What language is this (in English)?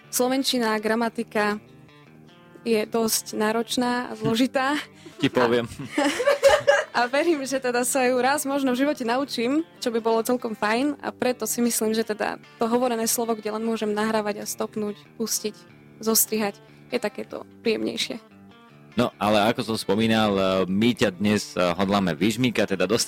Slovak